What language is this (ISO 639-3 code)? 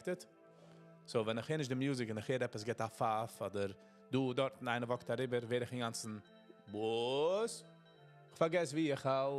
yid